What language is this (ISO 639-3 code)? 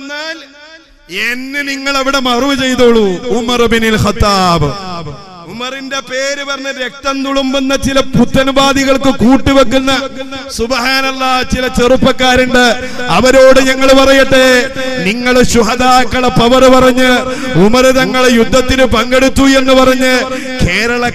mal